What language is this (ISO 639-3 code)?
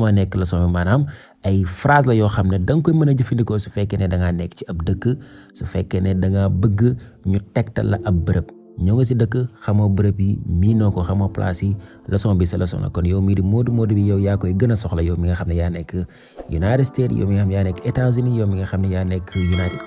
wol